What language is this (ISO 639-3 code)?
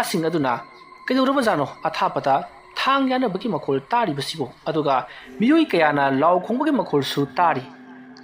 mni